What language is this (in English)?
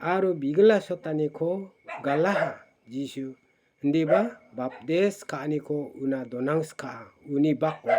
Garo